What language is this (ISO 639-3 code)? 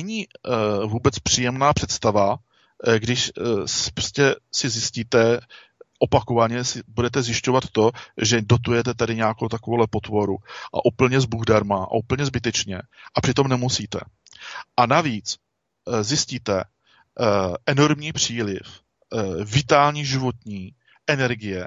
ces